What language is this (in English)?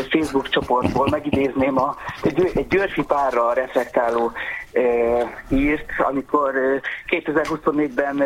Hungarian